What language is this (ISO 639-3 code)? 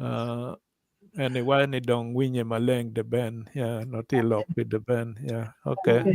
ach